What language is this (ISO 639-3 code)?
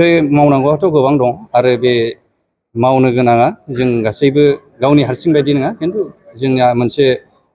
brx